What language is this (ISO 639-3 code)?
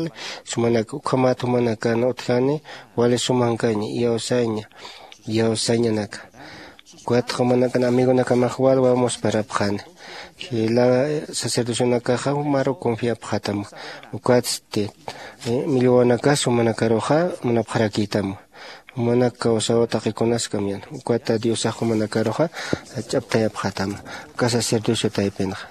aym